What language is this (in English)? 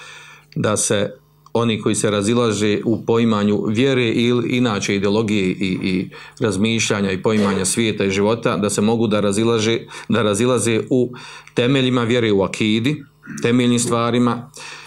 Bosnian